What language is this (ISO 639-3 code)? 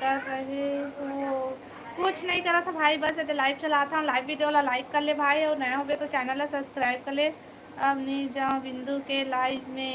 hne